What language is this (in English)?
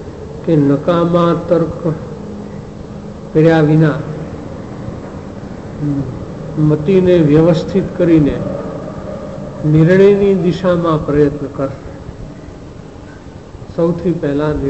Gujarati